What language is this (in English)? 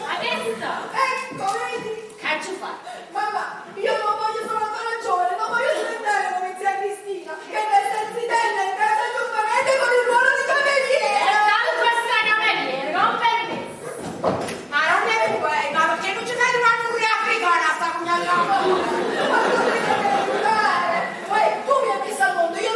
Neapolitan